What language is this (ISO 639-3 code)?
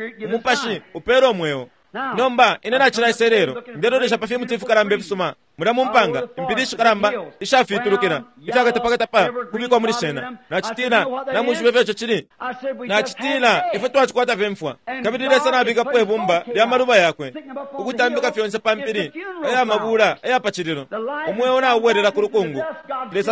bem